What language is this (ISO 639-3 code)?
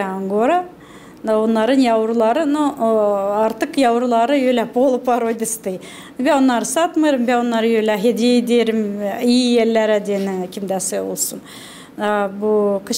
gag